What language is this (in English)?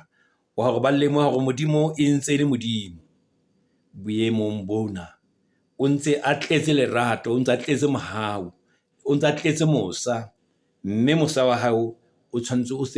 Southern Sotho